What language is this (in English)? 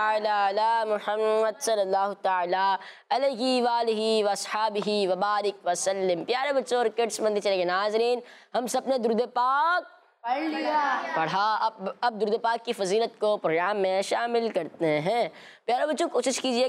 Hindi